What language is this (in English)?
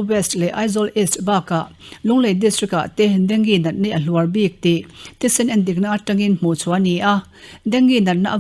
Mizo